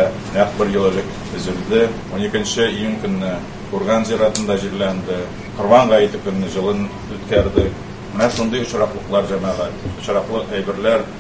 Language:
Tatar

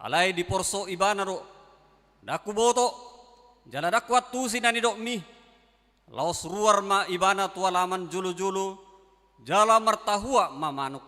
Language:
Batak Toba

